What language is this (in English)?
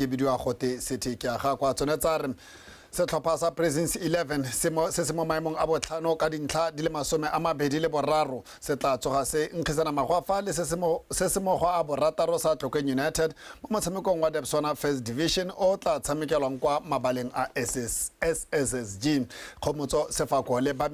Tswana